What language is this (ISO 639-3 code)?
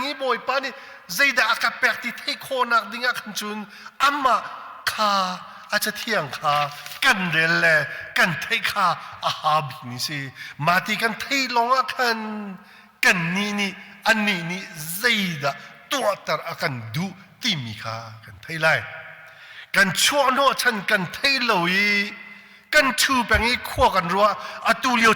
cnh